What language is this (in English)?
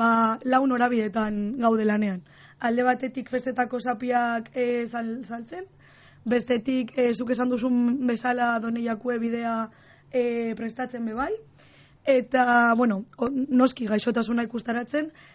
Basque